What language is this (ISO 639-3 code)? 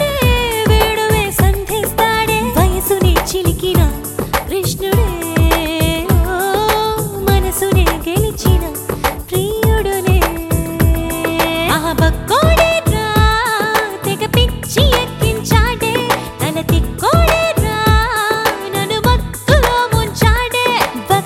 tel